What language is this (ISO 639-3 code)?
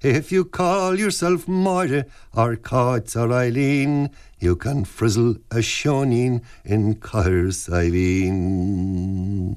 gle